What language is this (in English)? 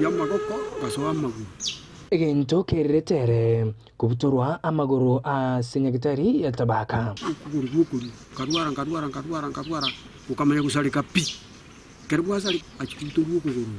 Gusii